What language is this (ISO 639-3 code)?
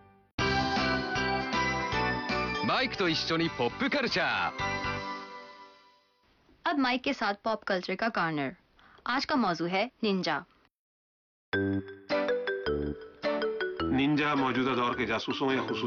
urd